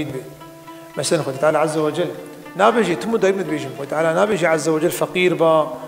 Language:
Kurdish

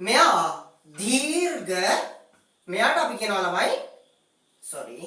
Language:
Sinhala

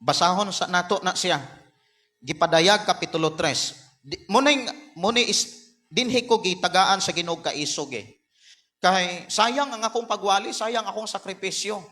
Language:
Cebuano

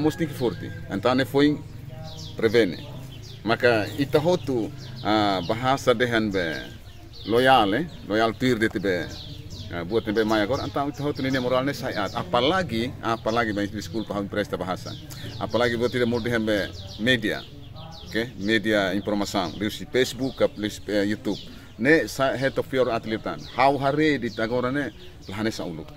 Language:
Tetum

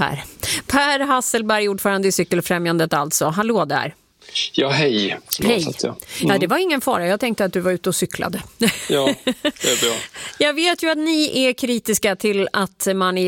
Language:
Swedish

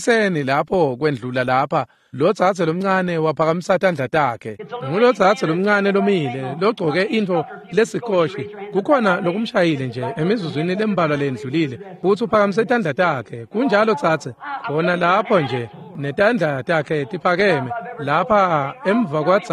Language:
Swati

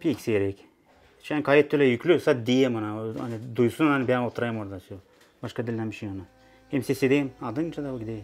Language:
Gagauz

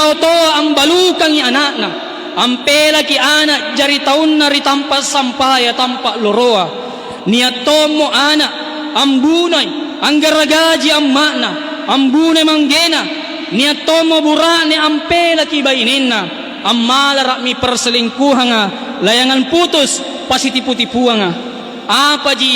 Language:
Makasar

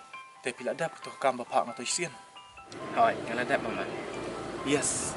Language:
Khasi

